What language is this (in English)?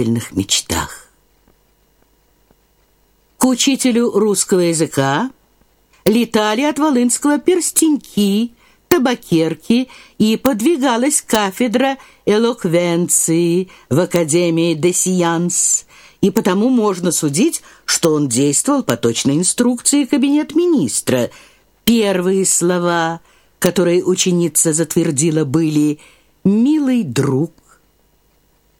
Russian